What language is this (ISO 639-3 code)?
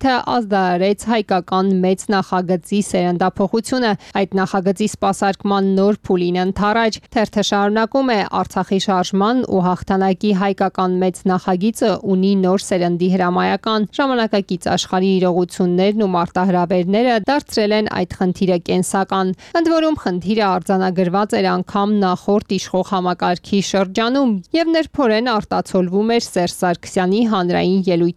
hye